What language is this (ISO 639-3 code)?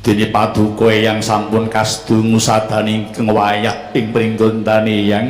jav